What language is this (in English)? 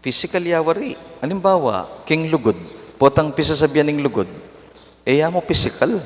Pampanga